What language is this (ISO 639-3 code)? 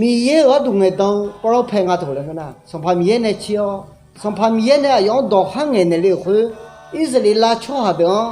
ahk